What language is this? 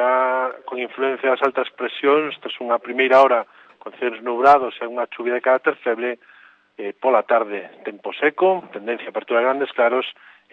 Galician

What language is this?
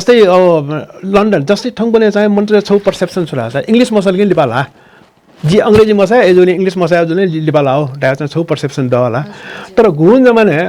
Newari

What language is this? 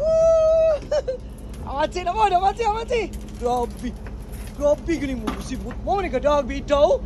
Cebuano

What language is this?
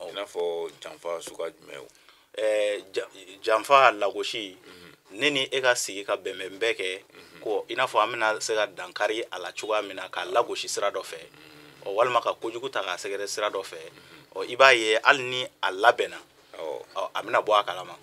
Bambara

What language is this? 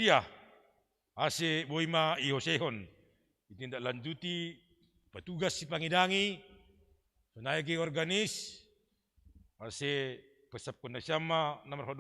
Batak Simalungun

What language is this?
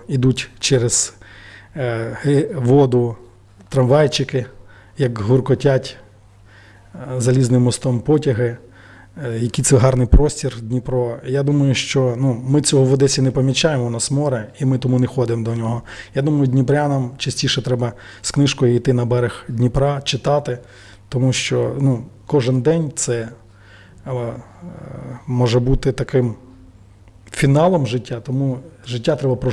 Ukrainian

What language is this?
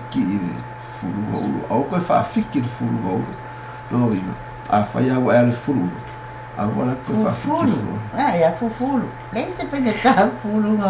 Samoan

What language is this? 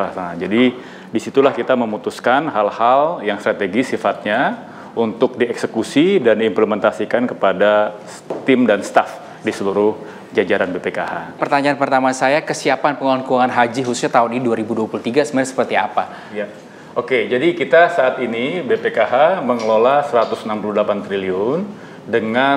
Indonesian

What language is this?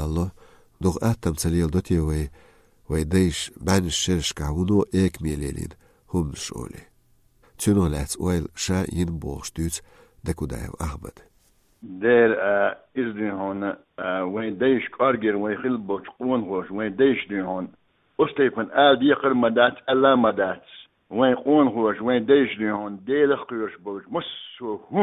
Chechen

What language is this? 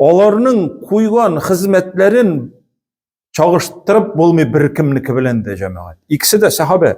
Tatar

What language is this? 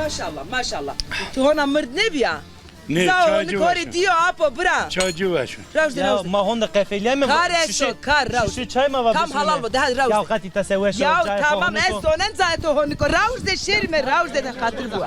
Zaza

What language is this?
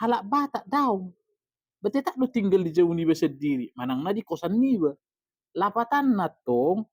Batak Toba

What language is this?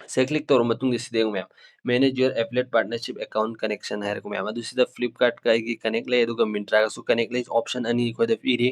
Manipuri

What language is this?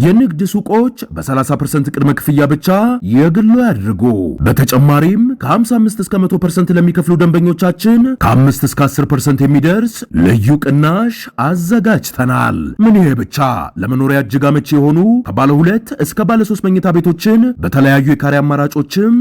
Amharic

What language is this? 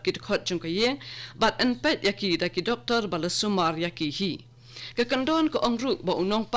Khasi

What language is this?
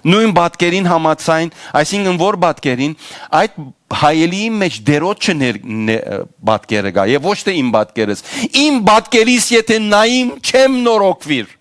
Western Armenian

